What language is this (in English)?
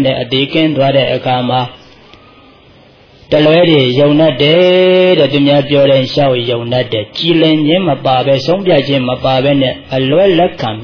Burmese